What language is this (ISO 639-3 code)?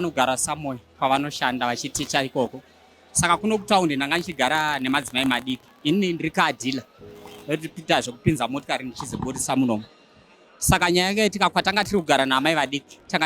sna